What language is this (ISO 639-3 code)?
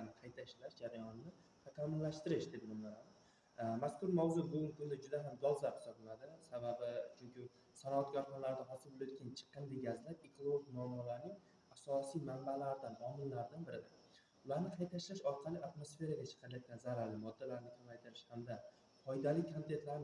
uzb